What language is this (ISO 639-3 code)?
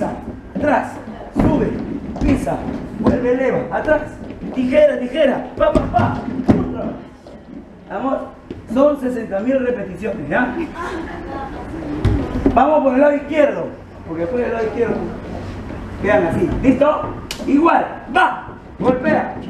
spa